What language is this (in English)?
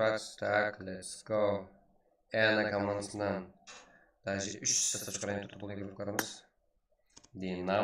Kara-Kalpak